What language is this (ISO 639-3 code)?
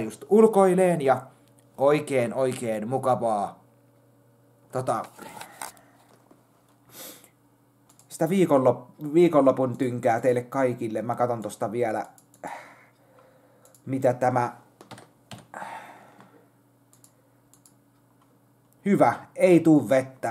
fin